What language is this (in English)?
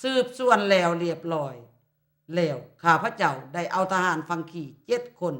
Lao